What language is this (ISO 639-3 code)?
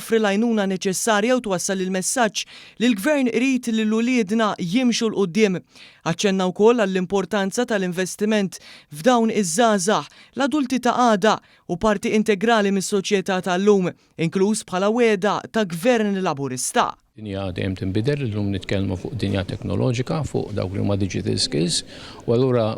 mlt